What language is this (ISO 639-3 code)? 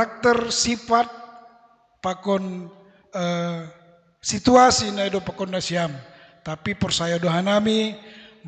bts